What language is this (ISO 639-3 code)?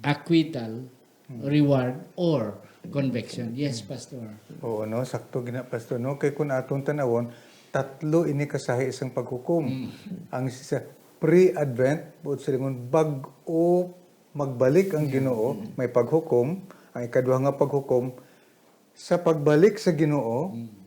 hil